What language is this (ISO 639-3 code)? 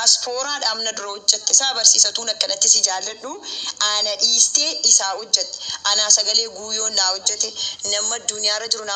orm